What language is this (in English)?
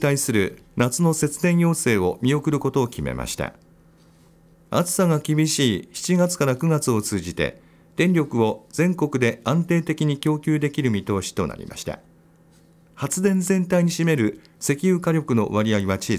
Japanese